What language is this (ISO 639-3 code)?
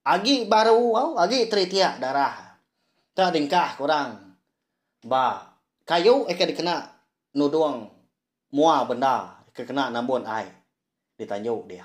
iba